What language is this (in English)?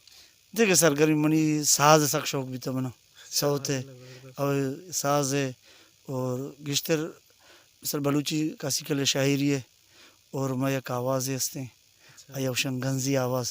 Baluchi